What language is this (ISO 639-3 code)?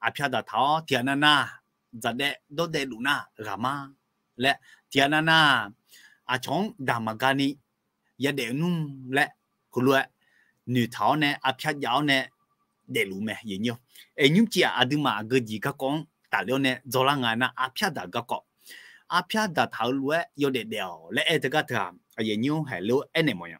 ahk